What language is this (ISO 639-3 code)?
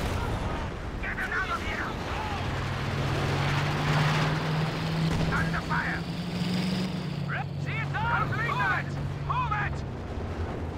eng